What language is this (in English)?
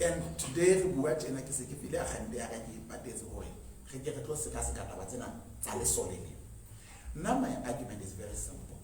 Southern Sotho